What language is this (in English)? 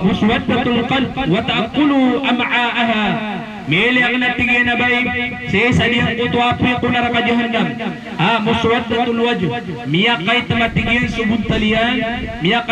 Maranao